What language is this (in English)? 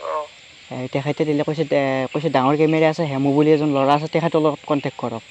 Assamese